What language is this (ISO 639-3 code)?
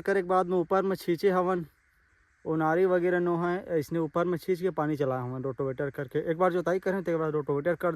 hne